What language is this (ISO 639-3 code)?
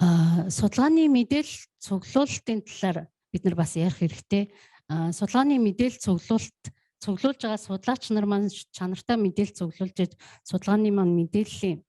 mon